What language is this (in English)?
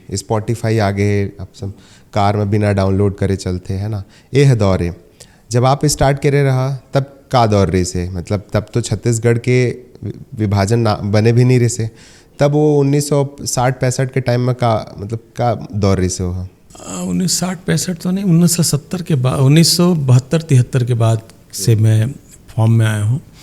Chhattisgarhi